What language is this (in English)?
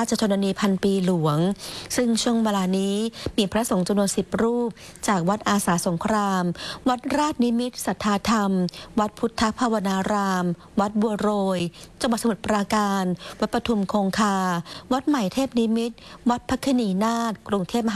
Thai